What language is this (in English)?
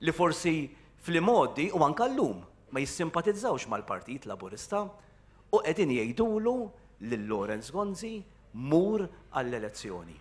Maltese